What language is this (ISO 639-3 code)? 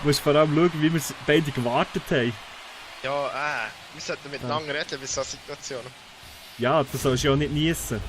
gsw